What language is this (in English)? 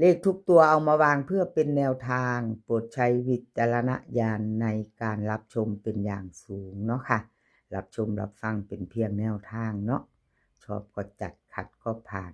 Northeastern Thai